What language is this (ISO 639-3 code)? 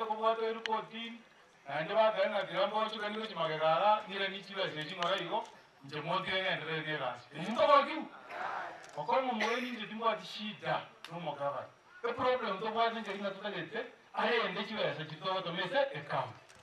guz